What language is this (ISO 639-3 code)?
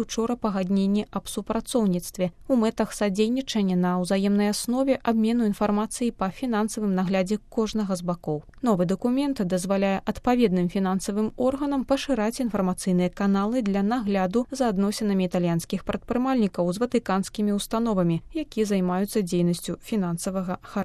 bel